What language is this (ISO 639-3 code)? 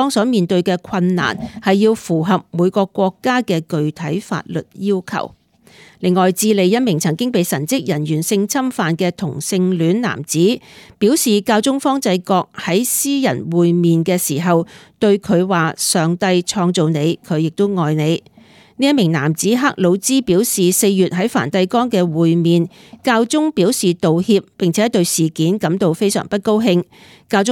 yue